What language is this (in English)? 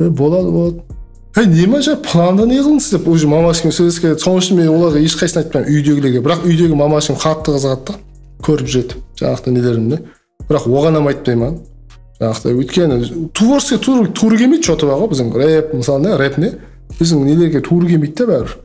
Kara-Kalpak